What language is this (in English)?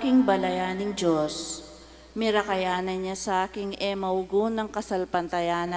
Pampanga